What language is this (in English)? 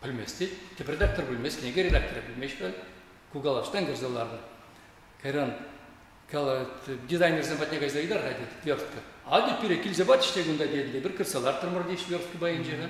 Chuvash